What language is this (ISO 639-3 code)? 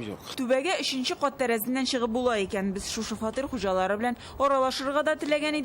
tat